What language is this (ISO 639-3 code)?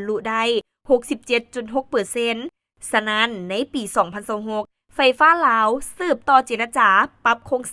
lao